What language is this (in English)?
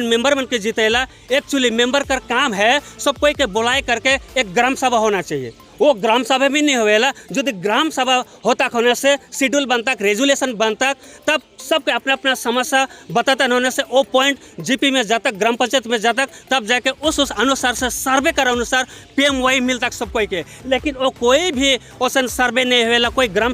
Sadri